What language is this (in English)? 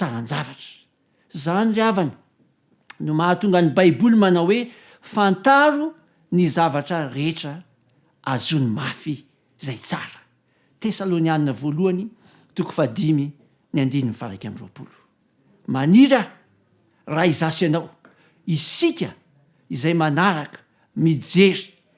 Malagasy